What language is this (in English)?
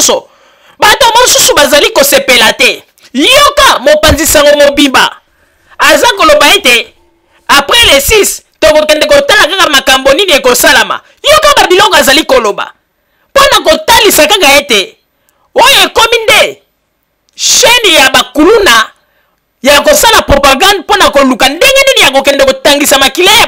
Lingala